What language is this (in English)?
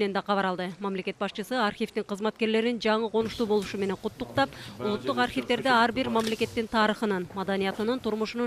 Kyrgyz